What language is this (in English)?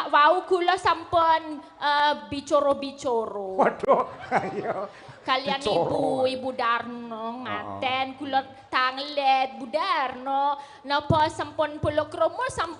Javanese